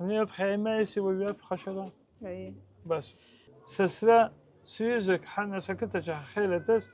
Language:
Abkhazian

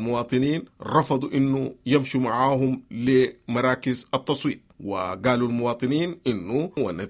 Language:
Sudanese Arabic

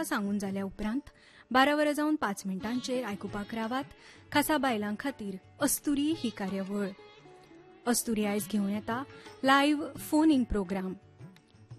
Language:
Konkani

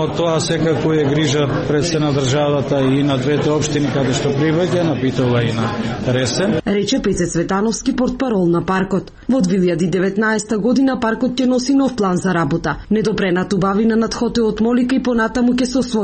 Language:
Macedonian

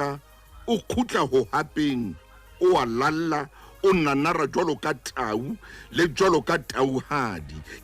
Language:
Southern Sotho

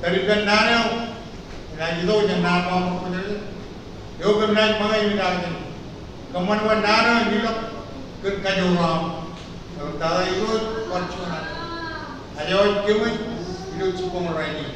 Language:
Marshallese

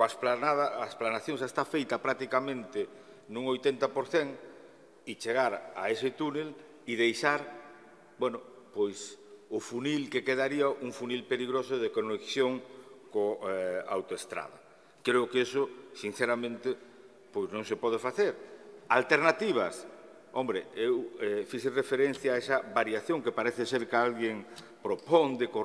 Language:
Galician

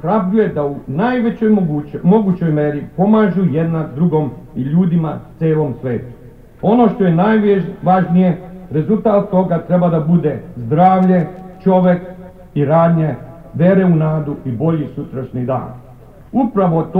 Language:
Serbian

